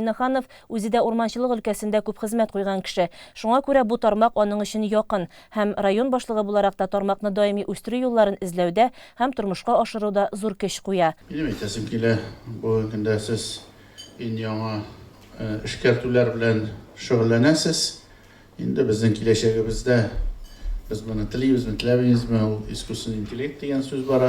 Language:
Tatar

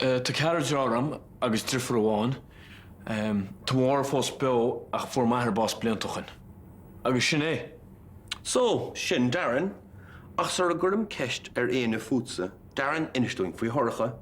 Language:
Irish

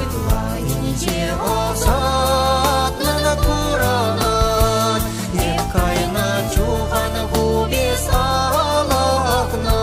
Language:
Chuvash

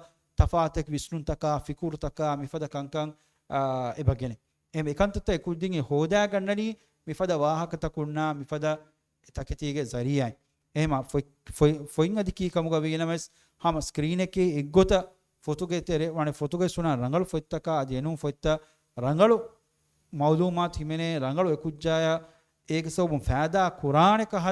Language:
Divehi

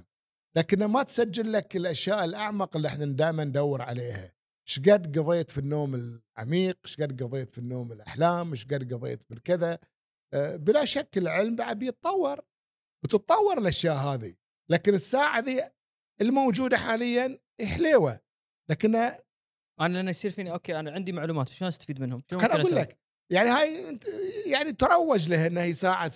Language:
Gulf Arabic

